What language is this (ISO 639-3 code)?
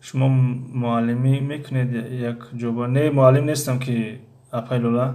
tgk